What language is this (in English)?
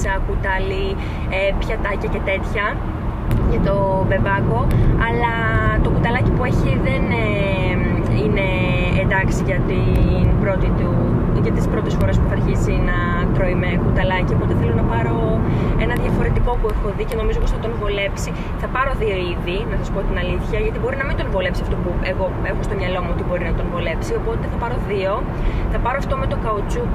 Greek